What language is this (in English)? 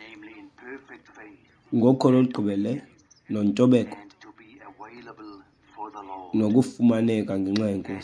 Xhosa